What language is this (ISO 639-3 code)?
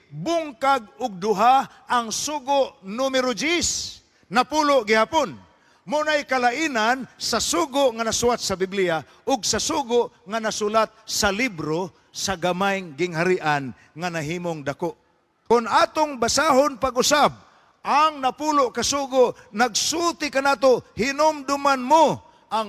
ceb